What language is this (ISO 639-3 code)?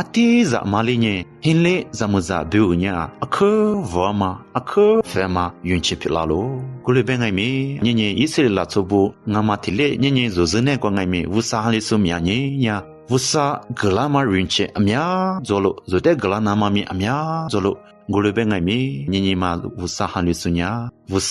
lis